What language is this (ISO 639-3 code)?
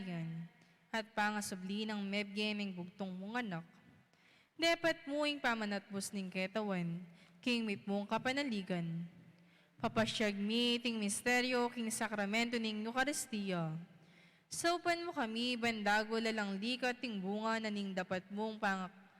pam